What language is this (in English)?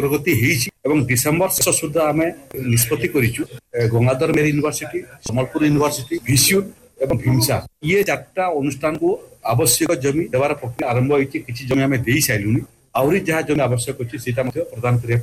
Odia